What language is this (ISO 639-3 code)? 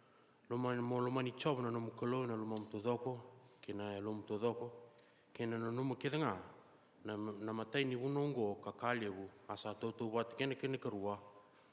fij